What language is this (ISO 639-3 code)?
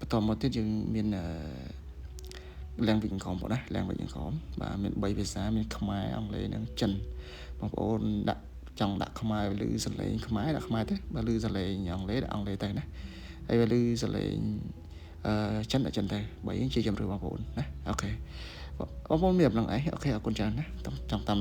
khm